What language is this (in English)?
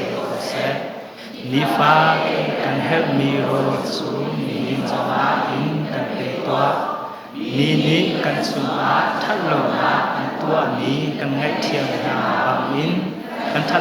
Hakha Chin